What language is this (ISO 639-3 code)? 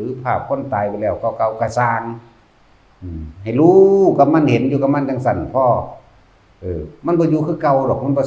tts